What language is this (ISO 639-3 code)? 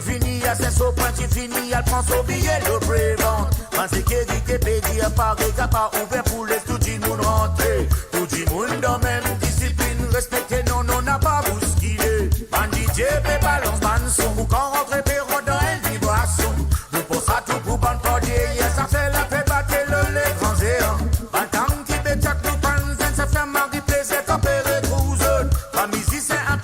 mfe